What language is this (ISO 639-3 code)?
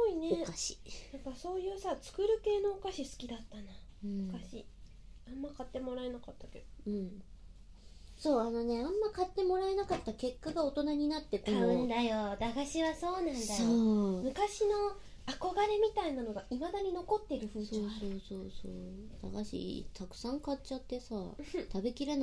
jpn